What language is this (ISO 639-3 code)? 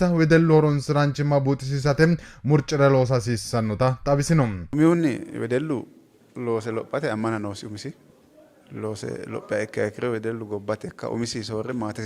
sid